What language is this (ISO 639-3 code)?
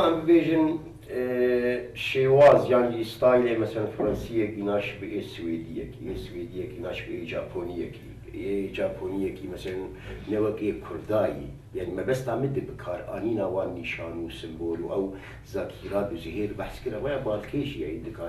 kur